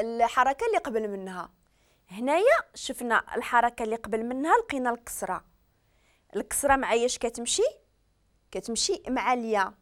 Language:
Moroccan Arabic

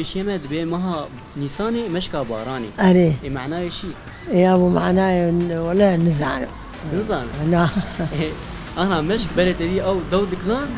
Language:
Kurdish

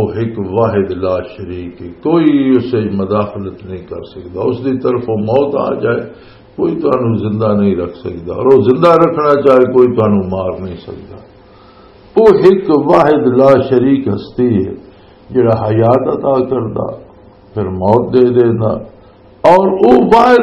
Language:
Western Panjabi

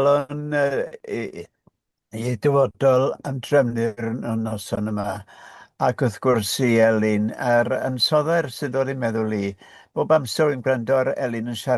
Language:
Welsh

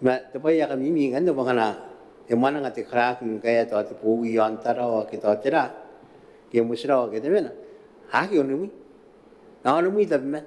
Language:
Gilbertese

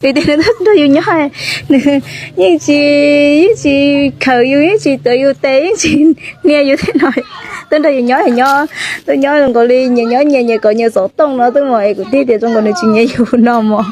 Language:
Hmong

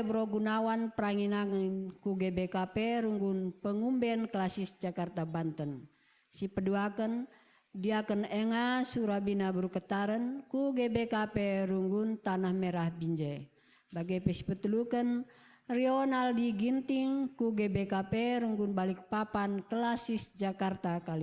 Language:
Batak Karo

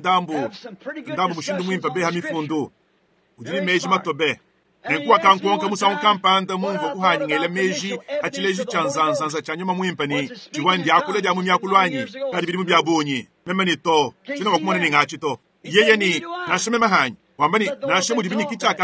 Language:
Luba-Lulua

